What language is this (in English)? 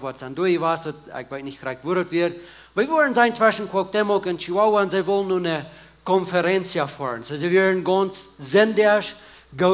Plautdietsch